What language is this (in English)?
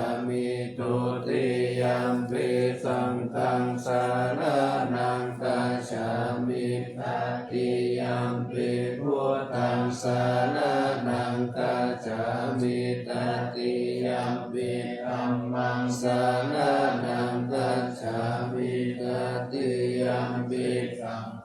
Pali